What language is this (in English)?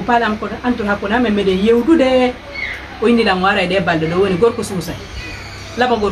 Fula